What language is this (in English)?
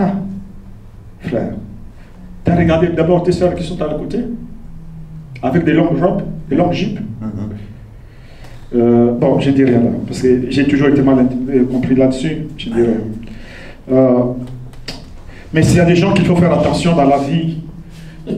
French